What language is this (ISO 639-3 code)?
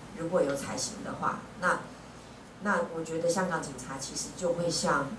zho